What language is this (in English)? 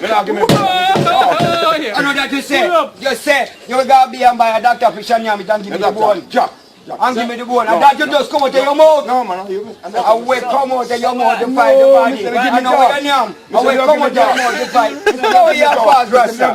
Jamaican Creole English